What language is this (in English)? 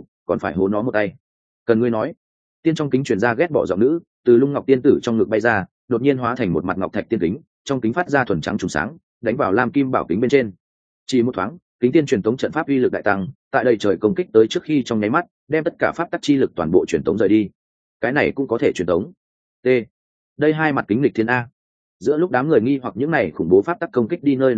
Vietnamese